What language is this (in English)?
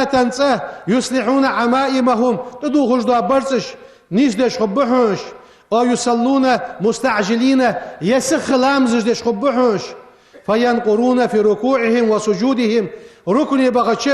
Ingush